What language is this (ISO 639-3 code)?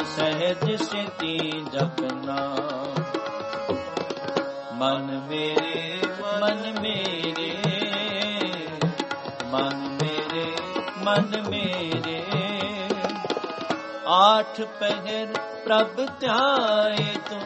pan